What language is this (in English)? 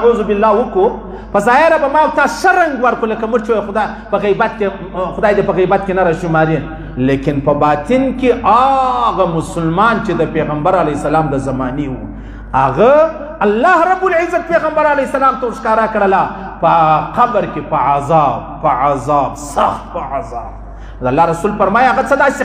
Pashto